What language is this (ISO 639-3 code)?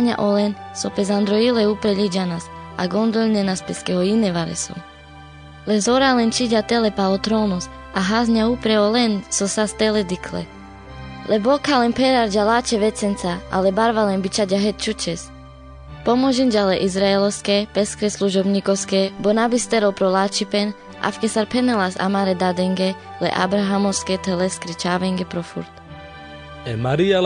rmc